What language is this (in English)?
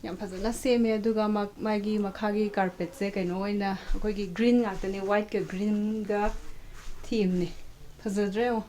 Manipuri